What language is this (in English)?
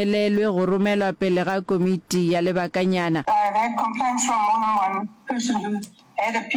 Northern Sotho